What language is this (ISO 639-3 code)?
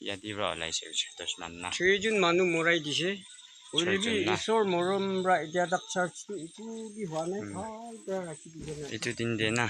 nag